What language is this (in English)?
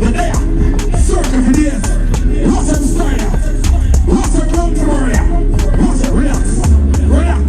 Jamaican Creole English